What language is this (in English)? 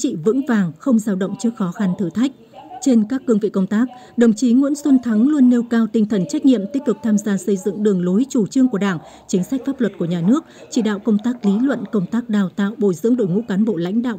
Vietnamese